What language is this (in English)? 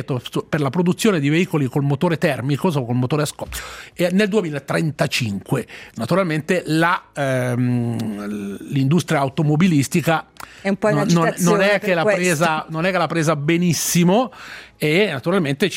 Italian